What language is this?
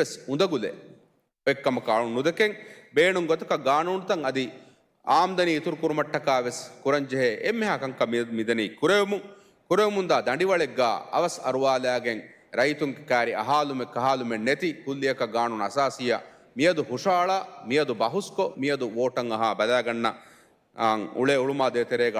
Divehi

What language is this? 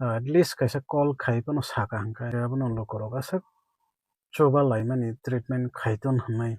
Kok Borok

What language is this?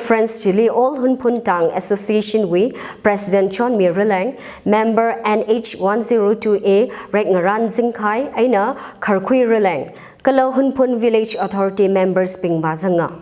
Tangkhul Naga (India)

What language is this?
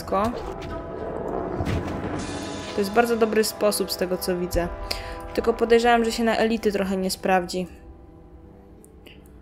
Polish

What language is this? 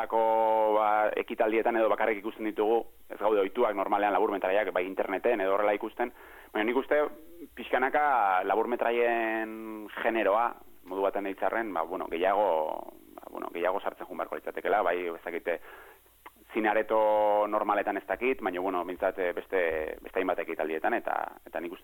Basque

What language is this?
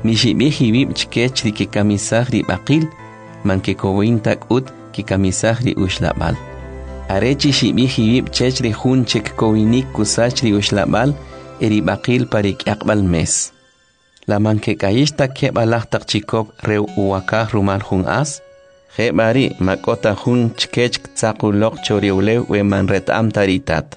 Kʼicheʼ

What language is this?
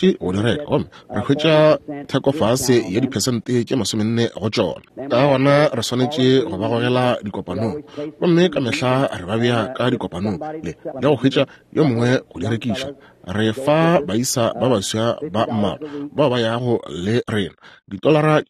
Northern Sotho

